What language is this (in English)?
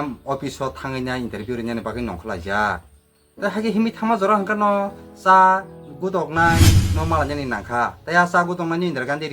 Kok Borok